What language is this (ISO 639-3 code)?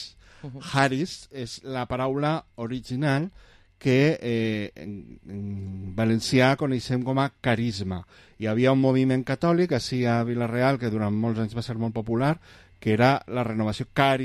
cat